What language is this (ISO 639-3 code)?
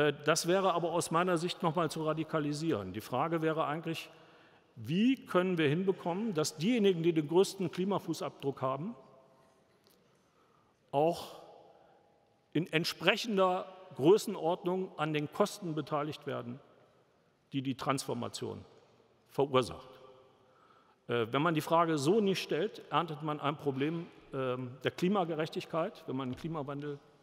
deu